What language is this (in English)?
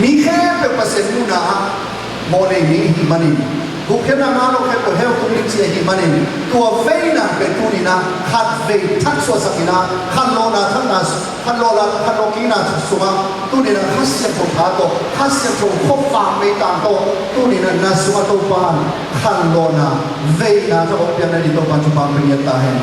Tedim Chin